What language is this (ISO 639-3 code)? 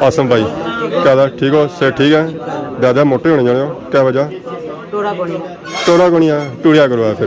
phr